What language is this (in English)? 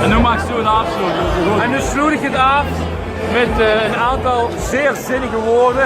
Limburgish